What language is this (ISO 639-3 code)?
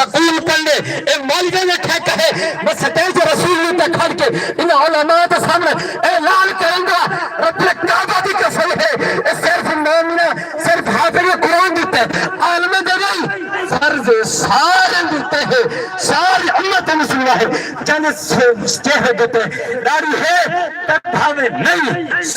skr